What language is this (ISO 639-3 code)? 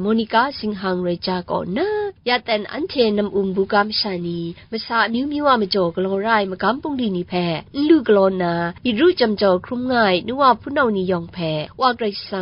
kac